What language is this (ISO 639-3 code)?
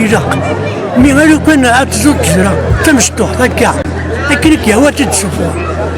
kab